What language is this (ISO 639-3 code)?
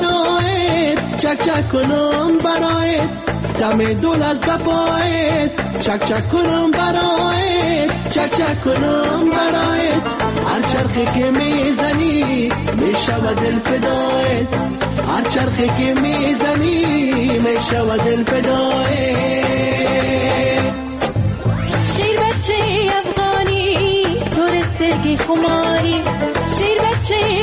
fas